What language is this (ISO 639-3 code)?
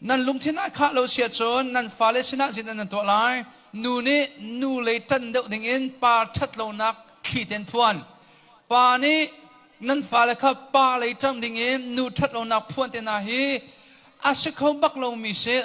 cnh